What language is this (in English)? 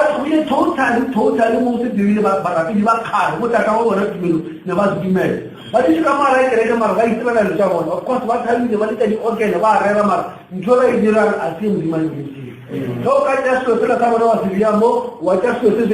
Northern Sotho